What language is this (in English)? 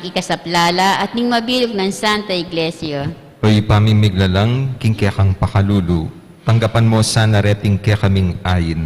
Pampanga